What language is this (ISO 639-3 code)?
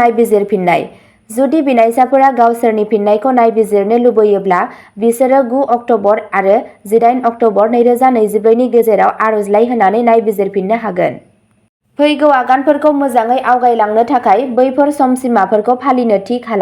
brx